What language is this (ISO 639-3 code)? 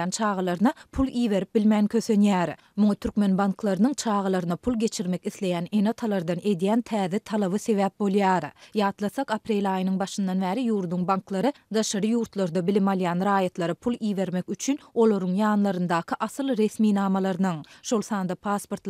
tuk